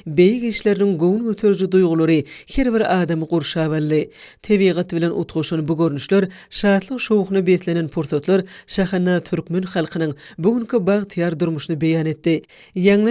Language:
Turkmen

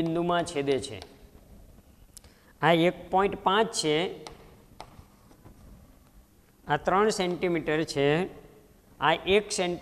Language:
Gujarati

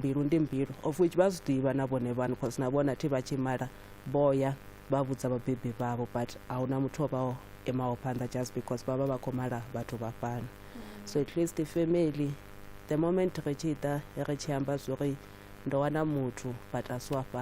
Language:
Venda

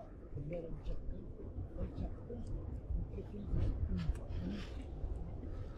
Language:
Portuguese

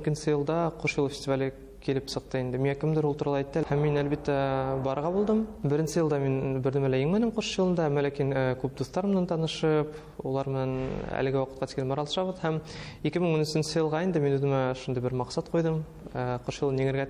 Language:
Bashkir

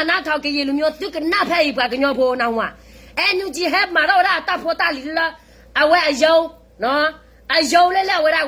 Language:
S'gaw Karen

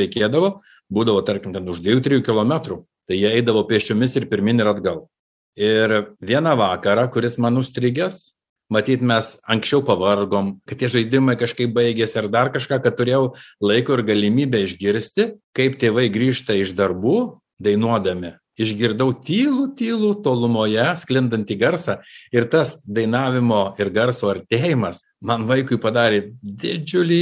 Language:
Lithuanian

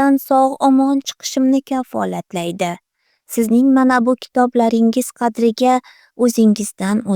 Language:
Uzbek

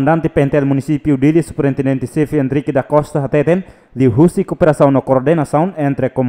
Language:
Tetum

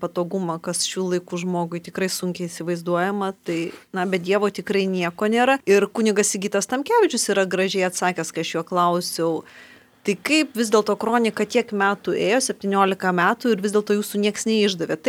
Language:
Lithuanian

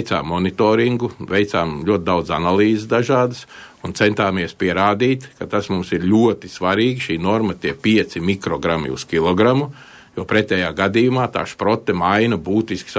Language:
Latvian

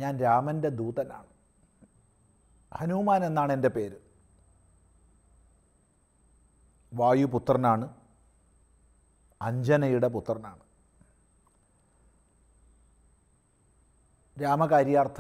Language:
Malayalam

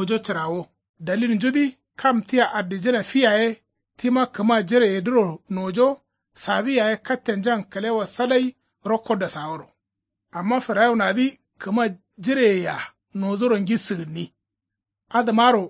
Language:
Kanuri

